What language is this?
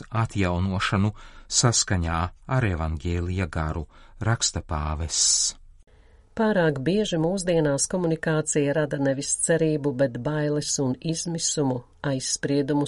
Latvian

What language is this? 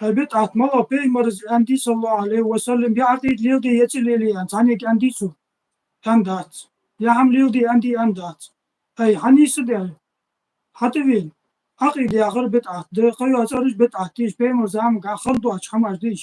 Ingush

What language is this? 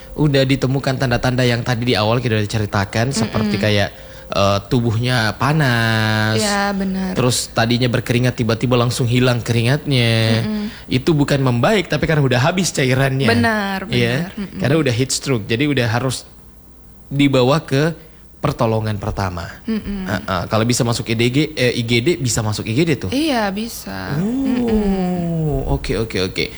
Indonesian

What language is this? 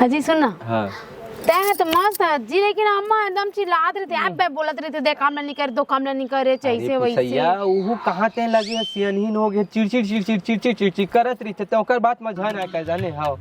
Chhattisgarhi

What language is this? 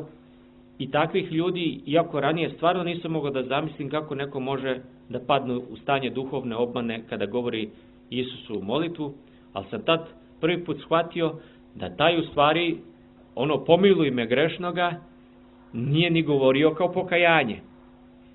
Serbian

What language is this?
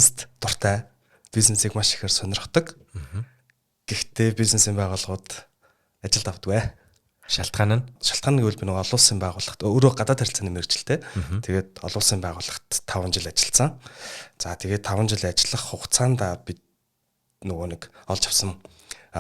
Mongolian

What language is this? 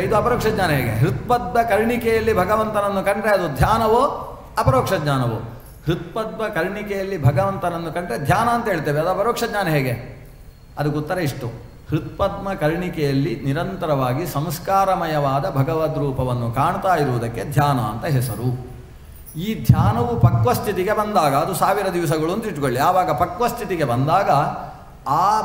Kannada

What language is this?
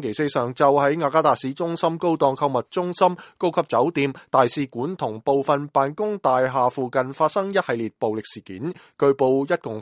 Cantonese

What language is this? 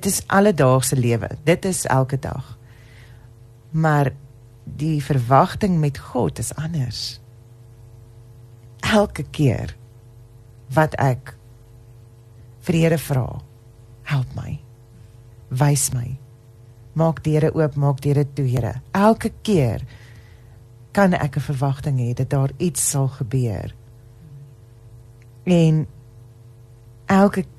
Afrikaans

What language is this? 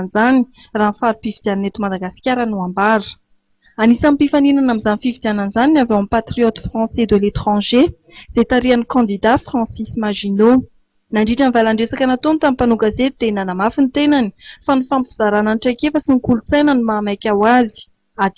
Malagasy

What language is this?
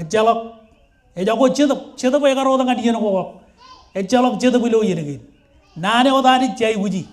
Marshallese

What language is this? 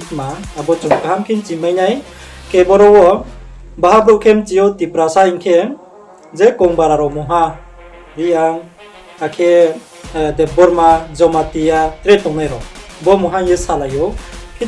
Riang (India)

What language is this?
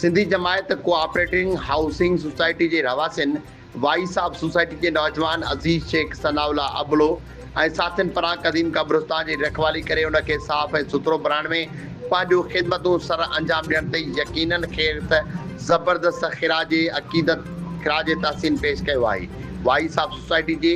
Sindhi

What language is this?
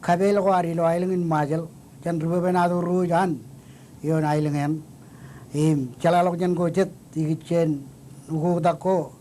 Marshallese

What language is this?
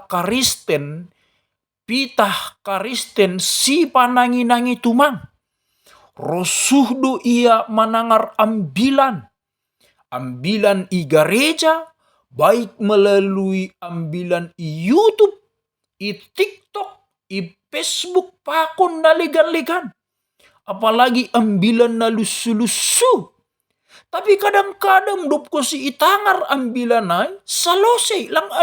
Batak Simalungun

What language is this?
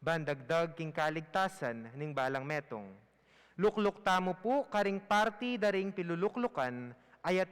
Pampanga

